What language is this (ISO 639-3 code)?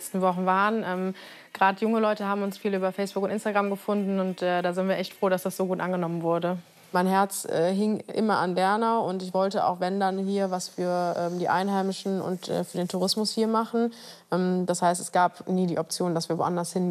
deu